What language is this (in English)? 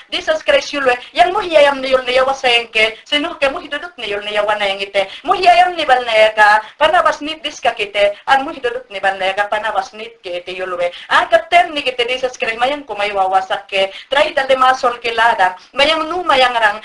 Mayangna